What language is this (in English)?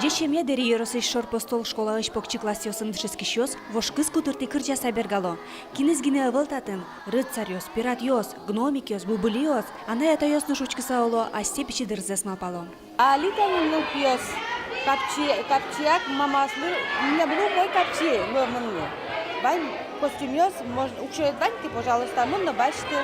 Udmurt